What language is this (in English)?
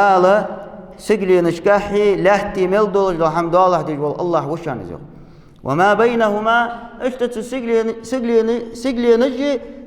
Ingush